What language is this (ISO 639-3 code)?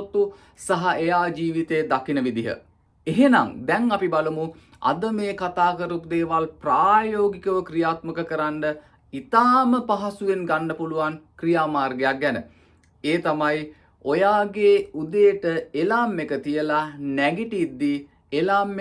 sin